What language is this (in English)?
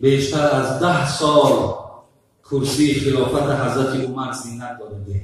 Tajik